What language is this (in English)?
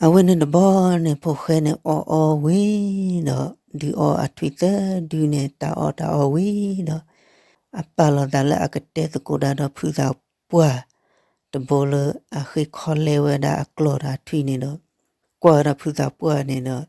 S'gaw Karen